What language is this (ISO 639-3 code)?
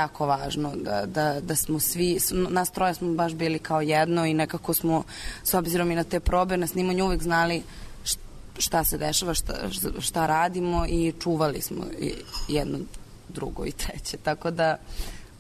srp